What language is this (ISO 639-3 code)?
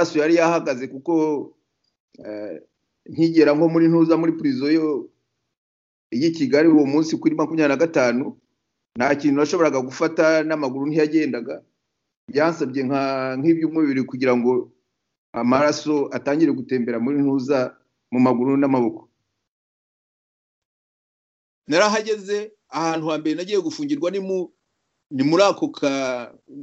kin